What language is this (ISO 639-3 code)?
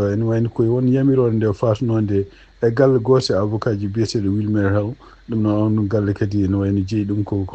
ful